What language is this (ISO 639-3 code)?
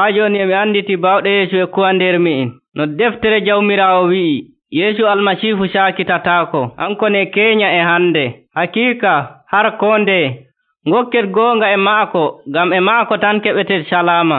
fuv